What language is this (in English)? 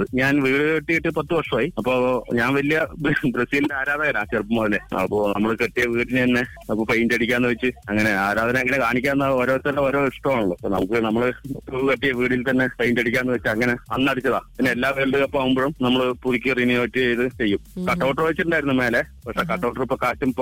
Malayalam